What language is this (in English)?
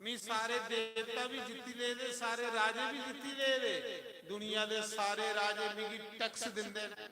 Dogri